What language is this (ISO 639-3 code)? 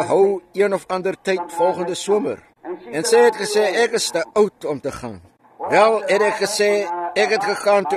afr